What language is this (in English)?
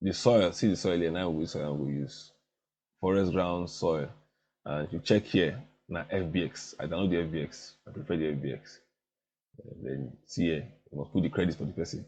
Nigerian Pidgin